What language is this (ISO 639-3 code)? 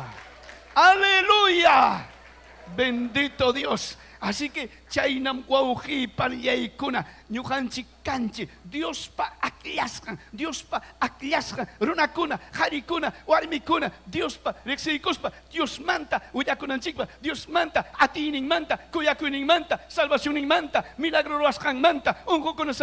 quy